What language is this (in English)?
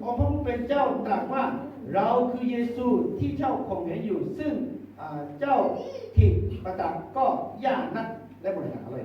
Akha